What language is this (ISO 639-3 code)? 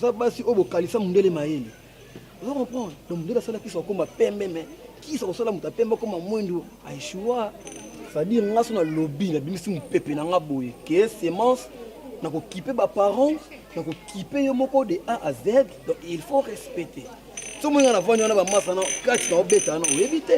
lin